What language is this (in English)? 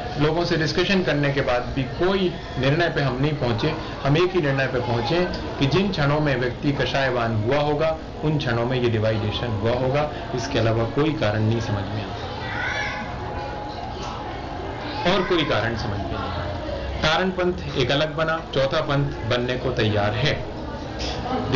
Hindi